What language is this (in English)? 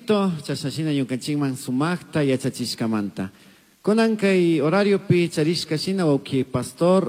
Chimborazo Highland Quichua